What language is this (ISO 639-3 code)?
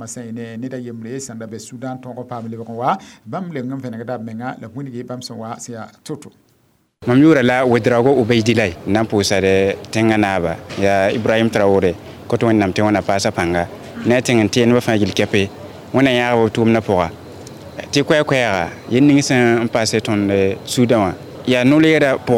mos